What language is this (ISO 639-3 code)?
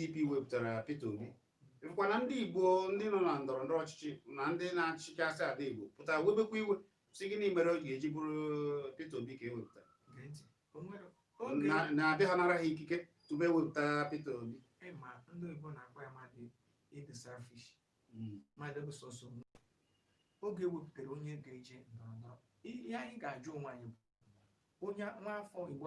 ibo